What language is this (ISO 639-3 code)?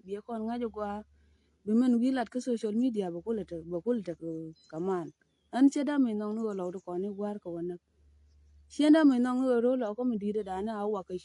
nus